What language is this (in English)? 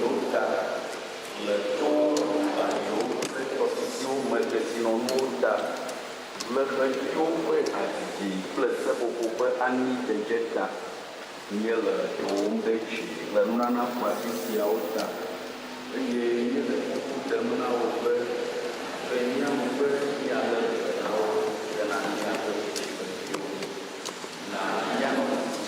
Ewe